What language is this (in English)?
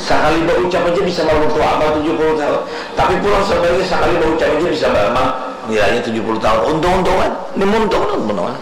Banjar